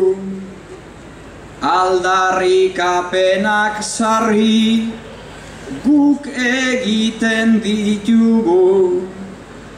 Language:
Basque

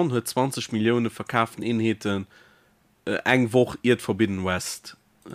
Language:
Luxembourgish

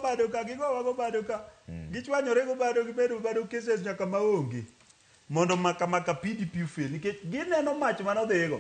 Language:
Luo (Kenya and Tanzania)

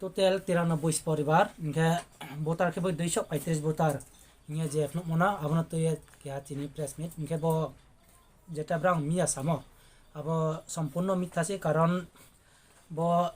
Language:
Riang (India)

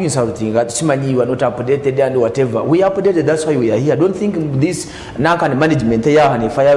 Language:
Nyankole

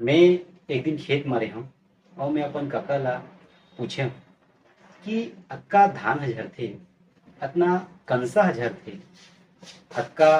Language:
Chhattisgarhi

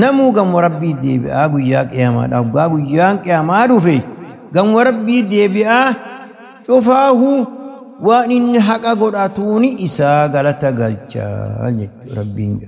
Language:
Oromo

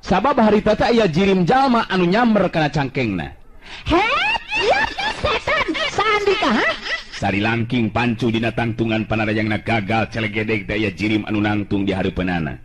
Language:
Sundanese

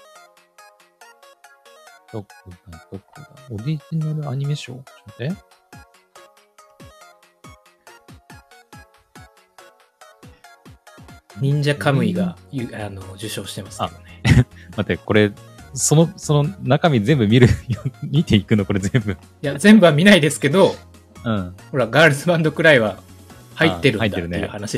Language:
Japanese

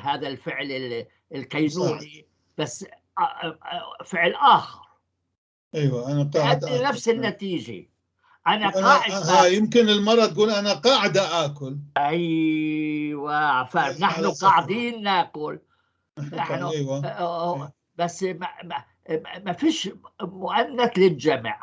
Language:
North Levantine Arabic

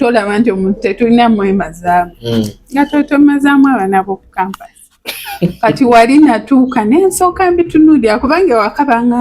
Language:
Ganda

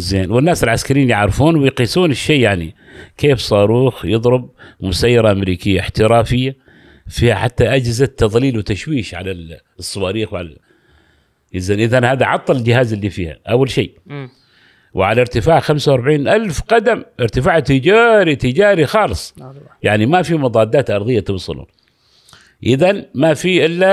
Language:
Gulf Arabic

